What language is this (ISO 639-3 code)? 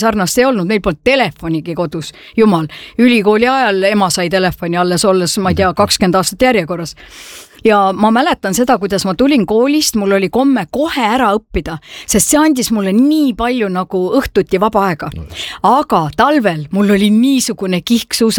est